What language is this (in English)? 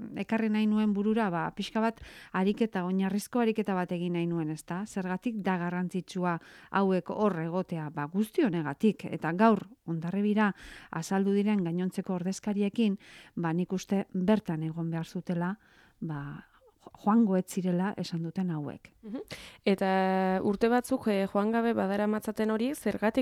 Basque